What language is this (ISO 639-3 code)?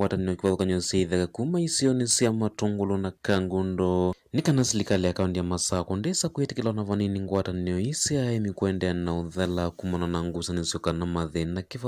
kam